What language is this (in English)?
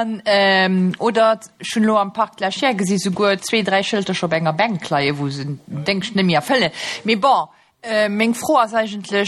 Luxembourgish